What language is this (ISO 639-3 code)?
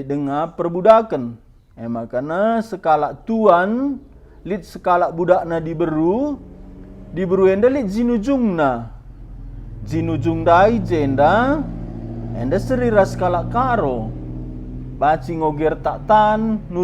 btx